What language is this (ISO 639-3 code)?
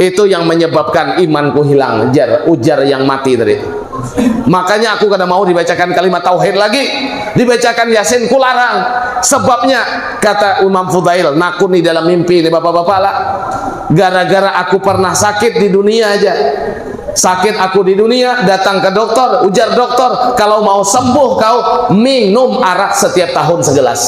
bjn